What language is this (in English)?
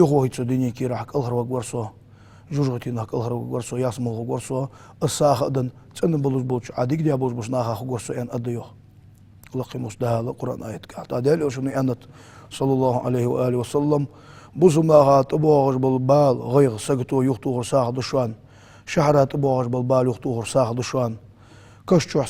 Ingush